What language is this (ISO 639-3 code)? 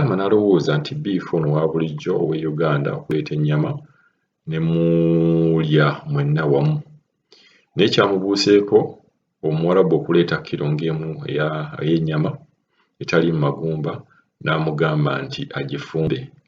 lug